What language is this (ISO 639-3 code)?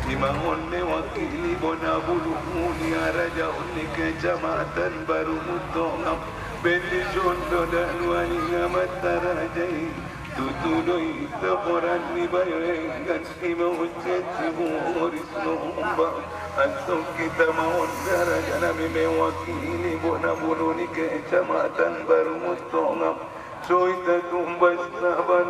akb